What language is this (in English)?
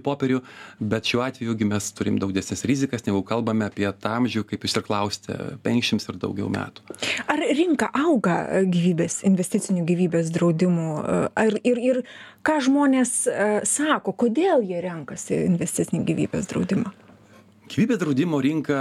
Lithuanian